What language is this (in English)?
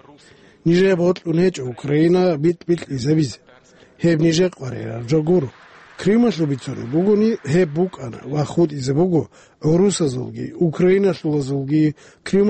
Avaric